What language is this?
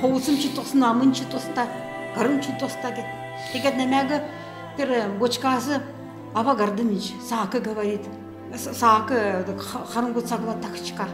Kalmyk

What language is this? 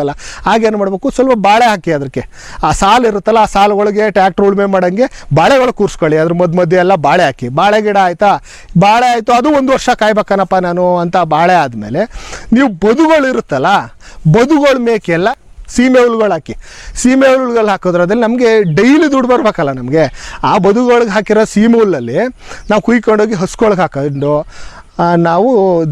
Kannada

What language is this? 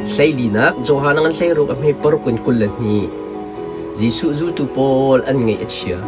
Hakha Chin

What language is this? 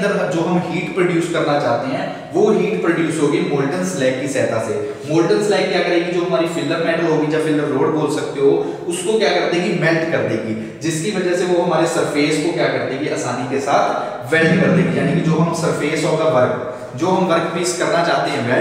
Hindi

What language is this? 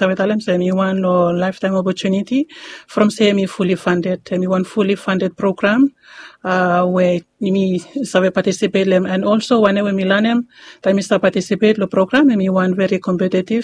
Bislama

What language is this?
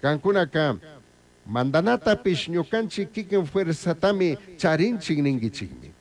Chimborazo Highland Quichua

